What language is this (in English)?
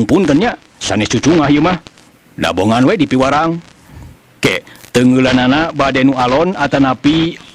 Sundanese